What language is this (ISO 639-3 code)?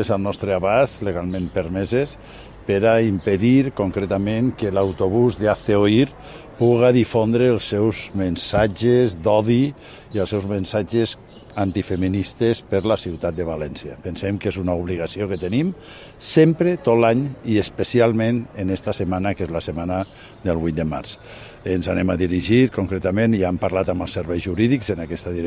cat